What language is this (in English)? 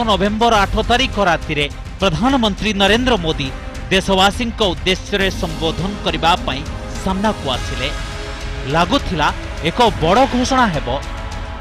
Odia